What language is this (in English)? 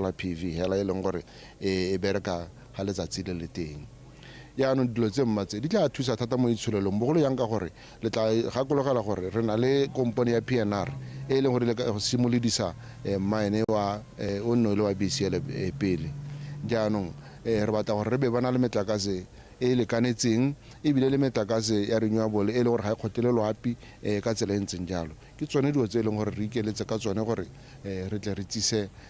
Tswana